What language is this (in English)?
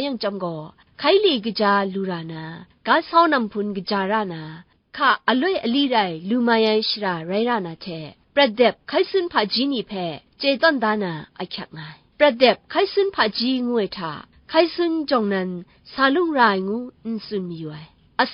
Kachin